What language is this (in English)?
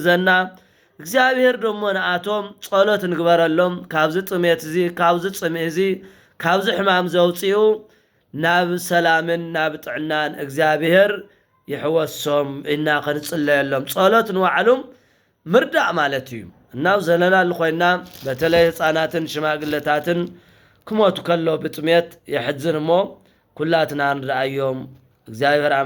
Tigrinya